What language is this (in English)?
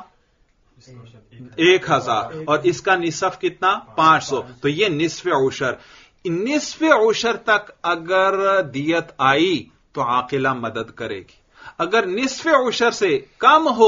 Urdu